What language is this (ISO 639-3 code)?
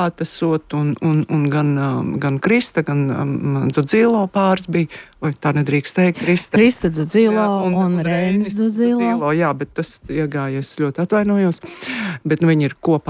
lav